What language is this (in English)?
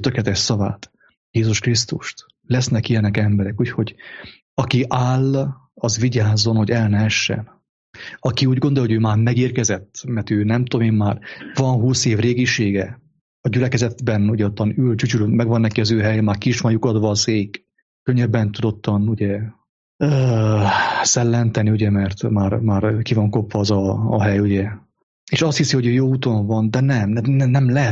Hungarian